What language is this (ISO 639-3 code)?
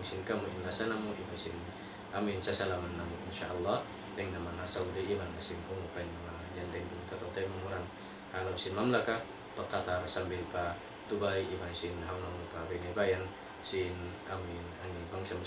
tsg